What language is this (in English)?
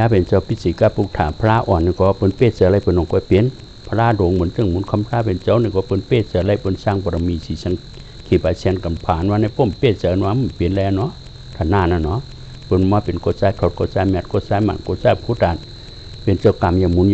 Shan